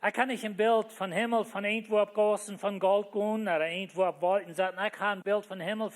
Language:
Plautdietsch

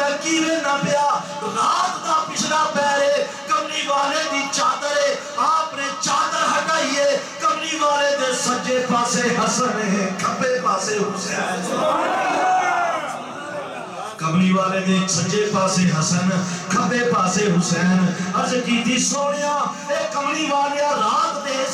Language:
Western Panjabi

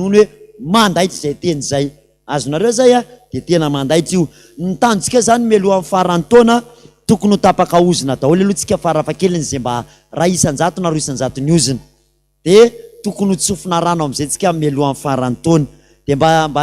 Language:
Malagasy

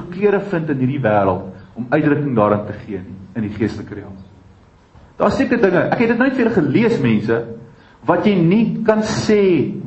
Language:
Afrikaans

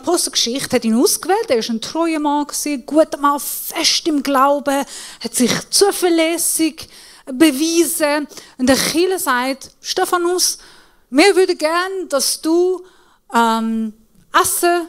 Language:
Swiss German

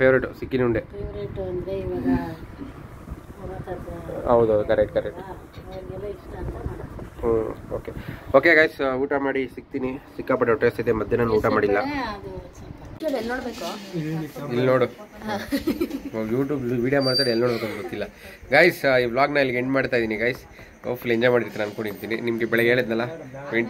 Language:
Kannada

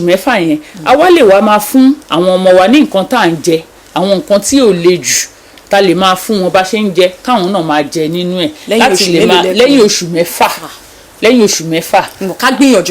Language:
Yoruba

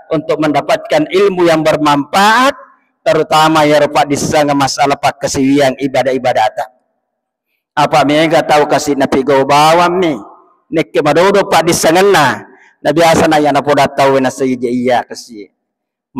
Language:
Buginese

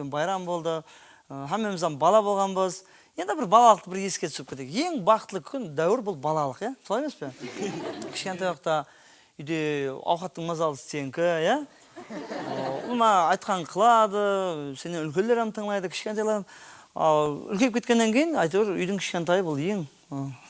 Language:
Kara-Kalpak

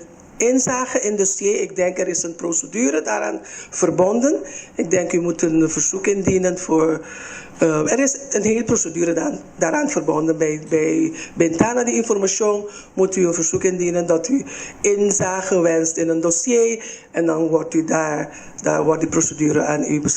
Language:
Papiamento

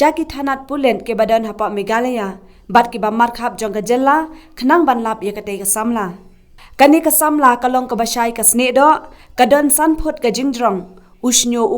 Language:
Khasi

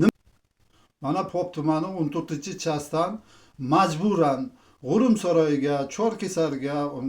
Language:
Uzbek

